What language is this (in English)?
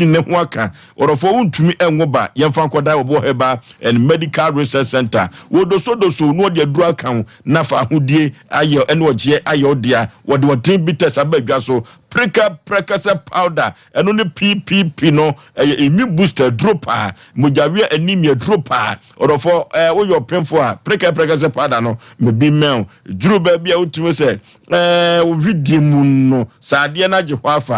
Akan